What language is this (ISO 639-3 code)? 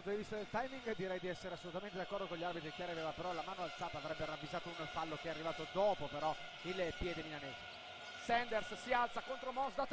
ita